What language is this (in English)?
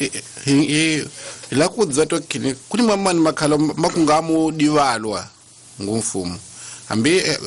Tsonga